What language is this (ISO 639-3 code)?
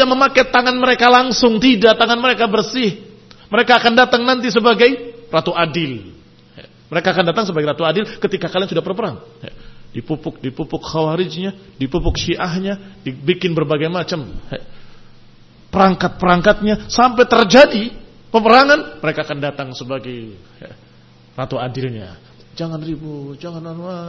ind